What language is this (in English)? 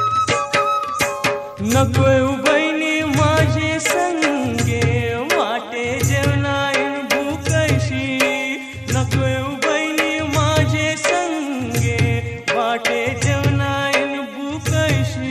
Marathi